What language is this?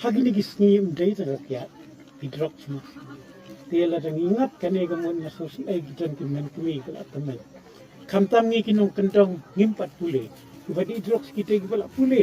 Khasi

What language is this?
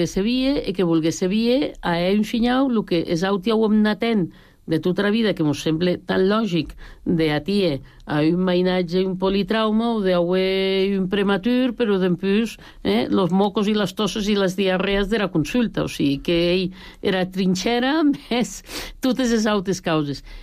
Catalan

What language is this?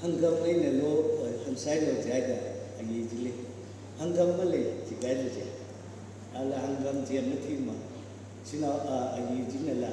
Tangkhul Naga (India)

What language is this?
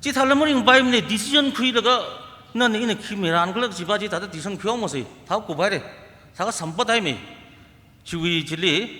Tangkhul Naga (India)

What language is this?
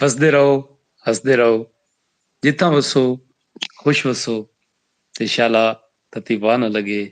Saraiki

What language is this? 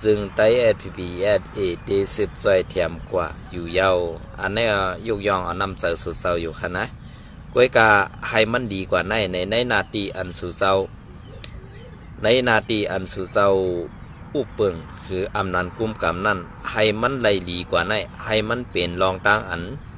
Shan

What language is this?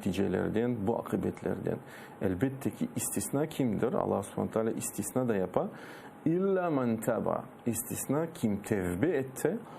Crimean Tatar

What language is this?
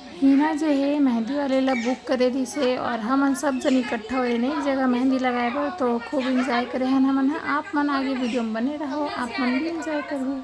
Chhattisgarhi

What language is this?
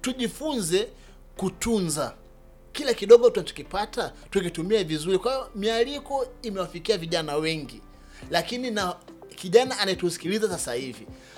Swahili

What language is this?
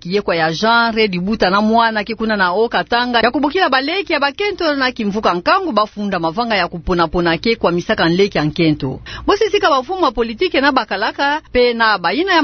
Kituba (Democratic Republic of Congo)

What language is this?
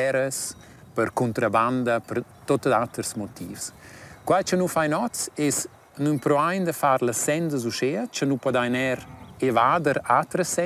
Romansh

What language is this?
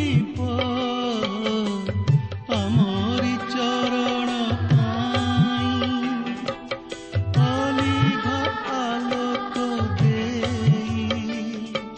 Odia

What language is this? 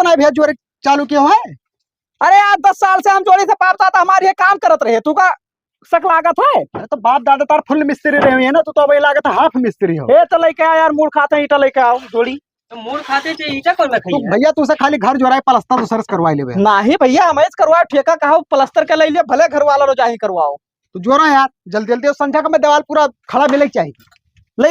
Awadhi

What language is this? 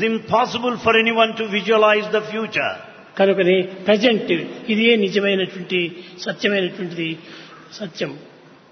Telugu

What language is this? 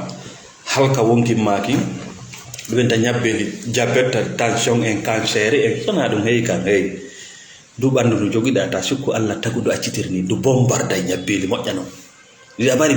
Fula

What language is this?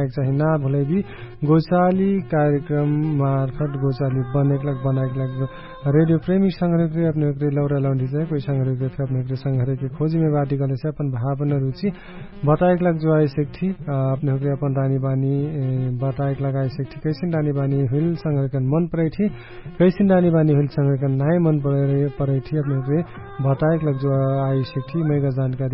Dangaura Tharu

